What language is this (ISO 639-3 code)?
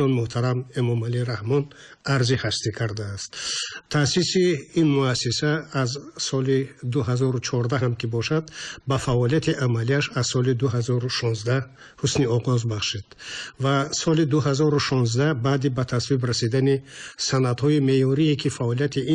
tgk